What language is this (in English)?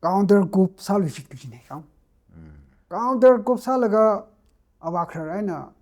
Tangkhul Naga (India)